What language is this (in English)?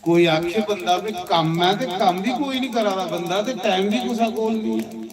Dogri